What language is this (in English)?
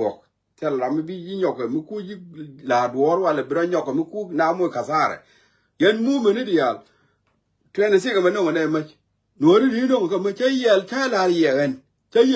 Nuer